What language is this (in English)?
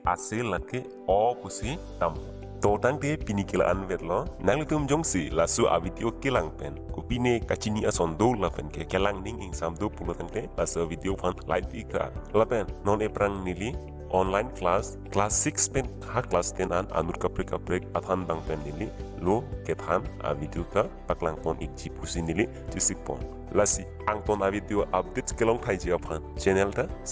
Karbi